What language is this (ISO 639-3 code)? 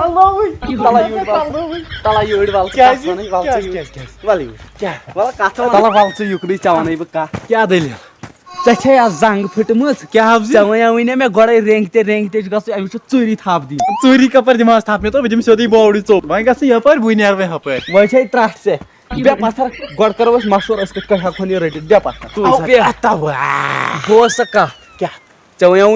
kas